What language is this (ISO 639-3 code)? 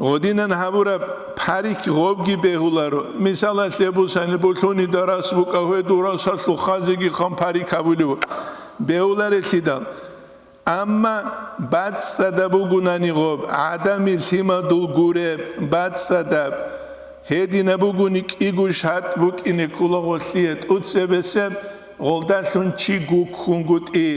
ava